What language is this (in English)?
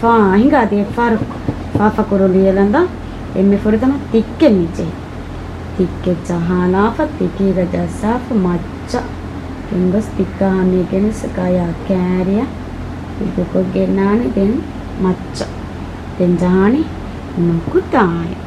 Divehi